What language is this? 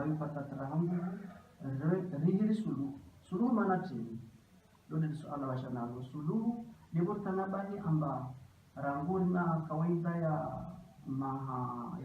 Ngazidja Comorian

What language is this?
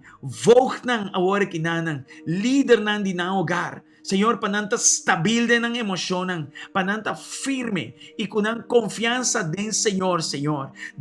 Papiamento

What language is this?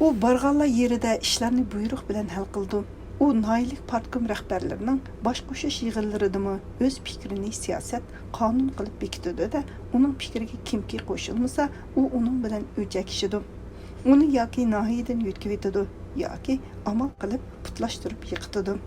Uyghur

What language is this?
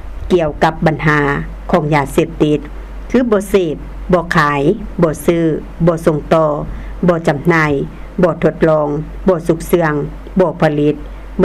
Lao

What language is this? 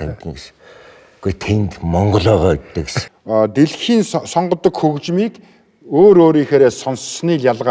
Mongolian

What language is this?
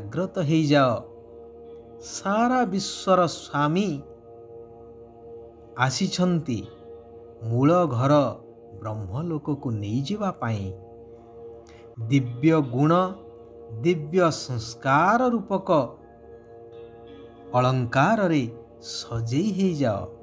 Odia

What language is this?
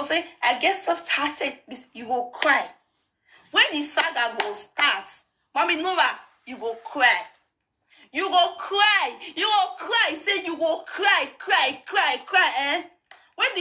Nigerian Pidgin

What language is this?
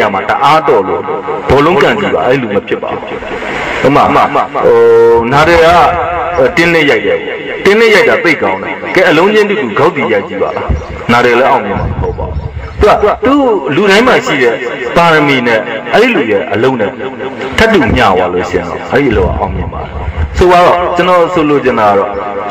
Burmese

